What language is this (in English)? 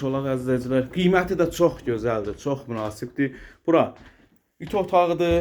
Azerbaijani